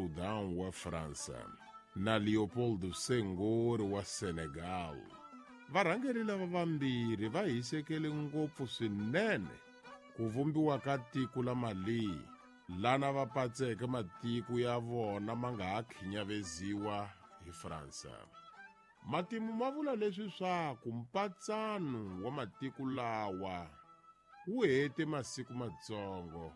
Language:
Tsonga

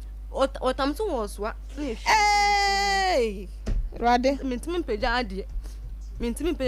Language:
Akan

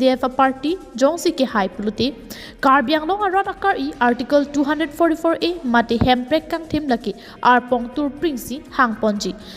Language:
Karbi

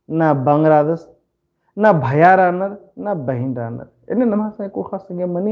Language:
Kurukh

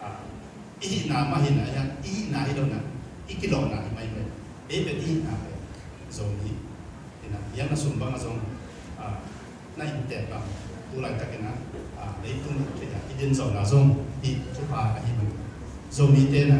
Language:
Tedim Chin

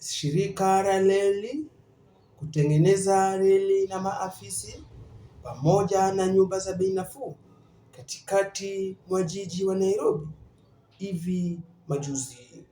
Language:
Swahili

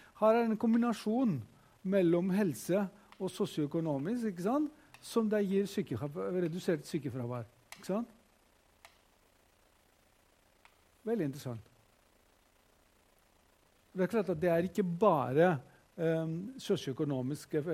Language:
Norwegian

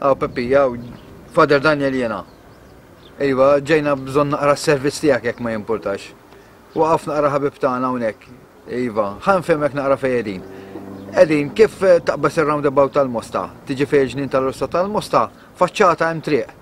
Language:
Maltese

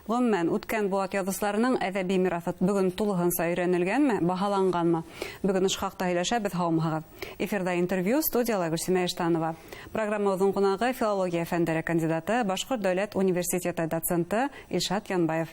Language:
Bashkir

